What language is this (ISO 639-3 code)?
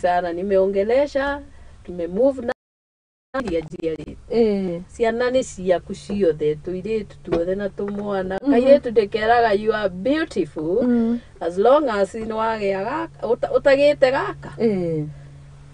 kik